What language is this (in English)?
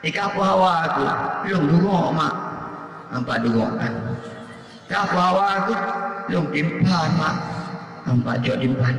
Achinese